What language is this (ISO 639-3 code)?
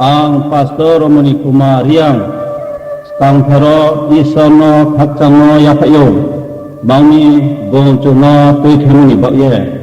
ria